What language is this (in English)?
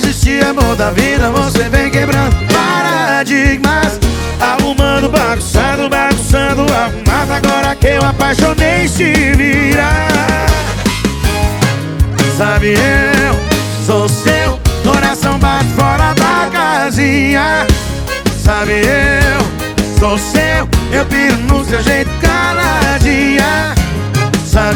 Portuguese